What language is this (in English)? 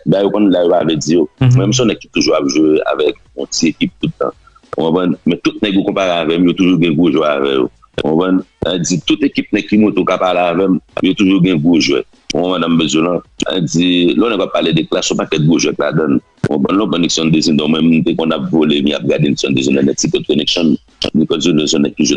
Haitian Creole